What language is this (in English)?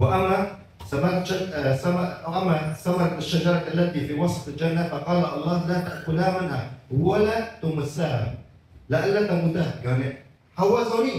Kurdish